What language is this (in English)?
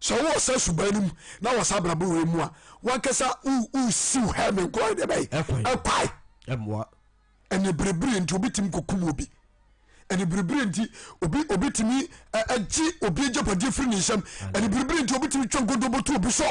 Akan